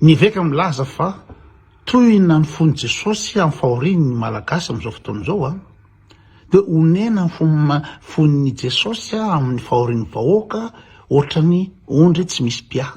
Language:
Malagasy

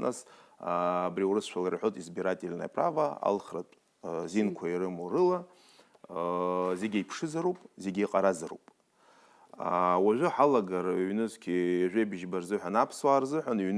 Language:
Abkhazian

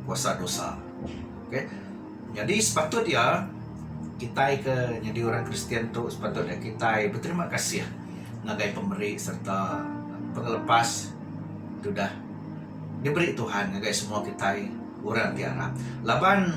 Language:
Iban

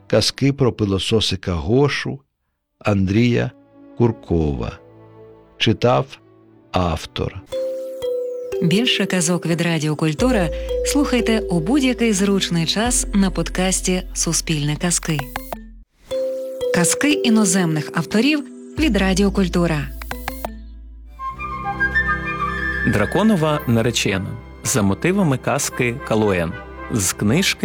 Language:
Ukrainian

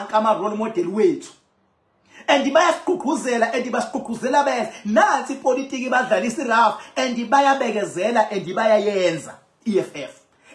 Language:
Zulu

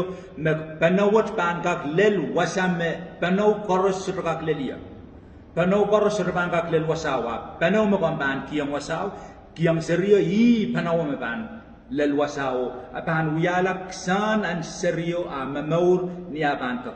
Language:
Pohnpeian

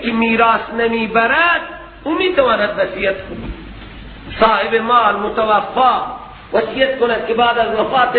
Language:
Persian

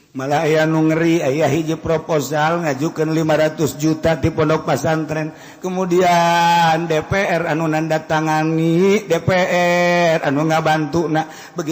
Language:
Sundanese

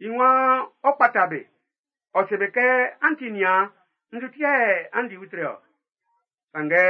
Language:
Baoulé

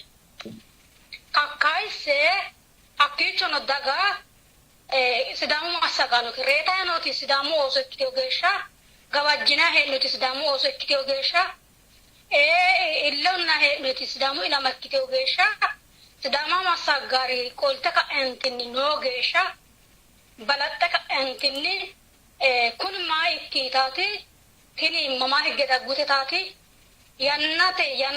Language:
Sidamo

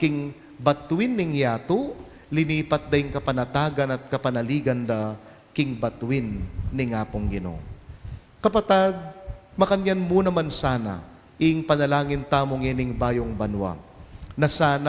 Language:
Pampanga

